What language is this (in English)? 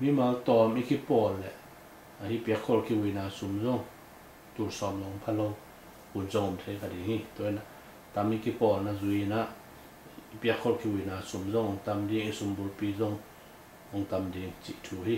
Tedim Chin